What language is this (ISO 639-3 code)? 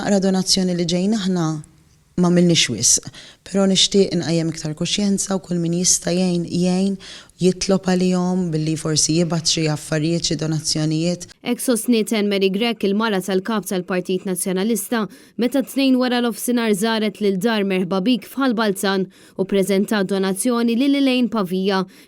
mlt